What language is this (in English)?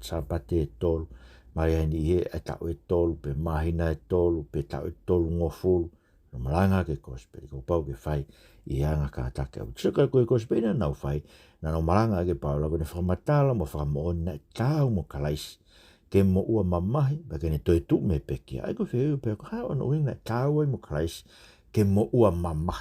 Tongan